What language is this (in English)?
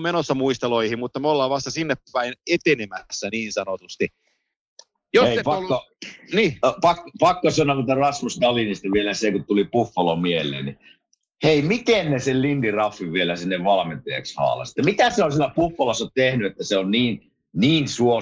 Finnish